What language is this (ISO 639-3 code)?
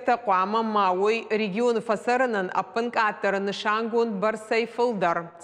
oss